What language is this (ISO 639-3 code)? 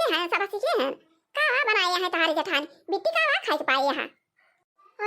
awa